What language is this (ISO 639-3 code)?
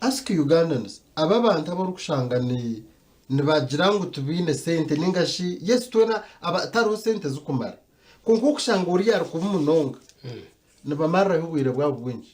nyn